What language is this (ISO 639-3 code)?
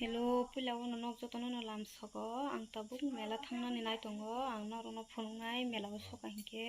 trp